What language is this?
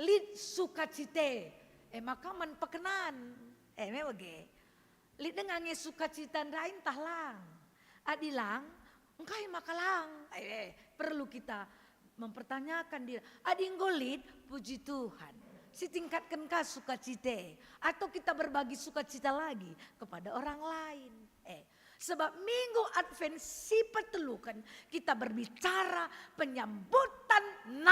Batak Karo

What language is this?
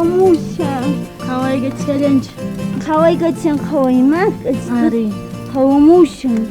South Bolivian Quechua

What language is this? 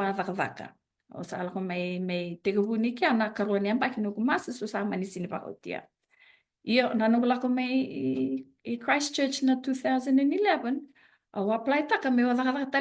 Fijian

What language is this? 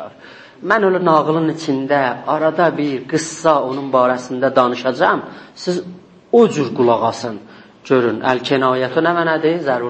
South Azerbaijani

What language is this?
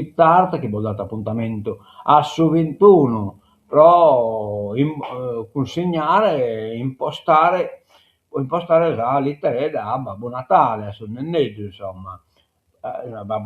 Sardinian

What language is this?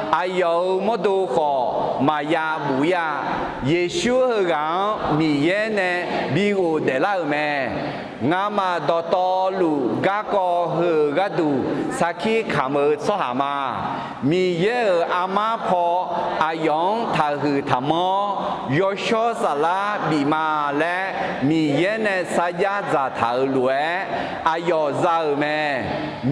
Akha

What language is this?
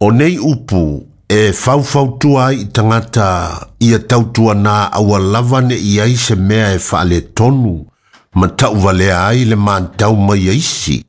Samoan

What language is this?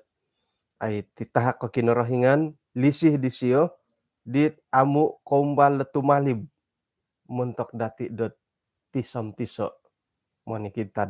Central Dusun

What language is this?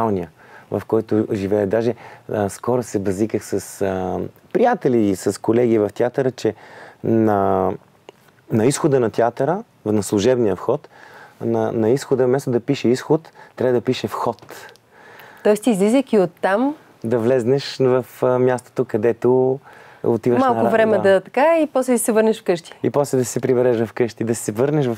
Bulgarian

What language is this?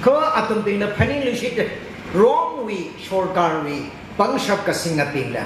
Tangkhul Naga (India)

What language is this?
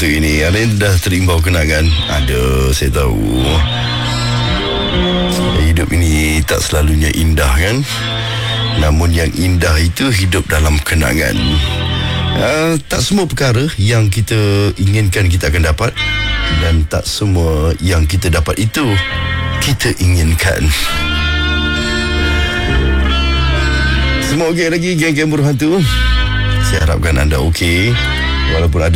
Malay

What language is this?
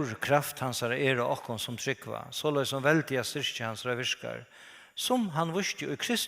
Faroese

